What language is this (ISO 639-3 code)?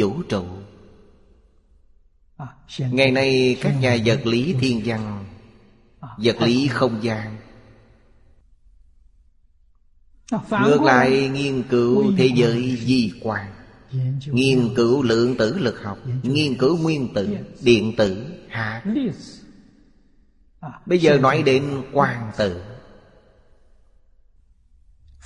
vie